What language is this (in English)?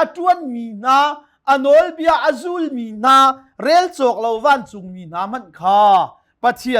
Hakha Chin